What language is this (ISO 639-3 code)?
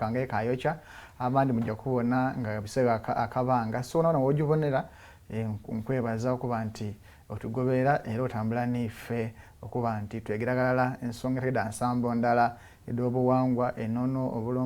lug